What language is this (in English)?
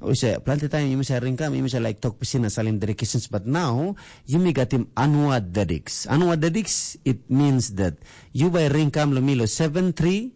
Tok Pisin